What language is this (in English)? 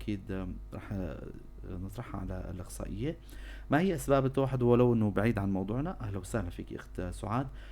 North Levantine Arabic